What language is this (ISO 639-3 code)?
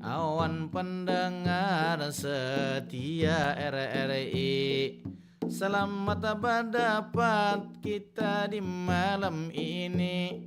bjn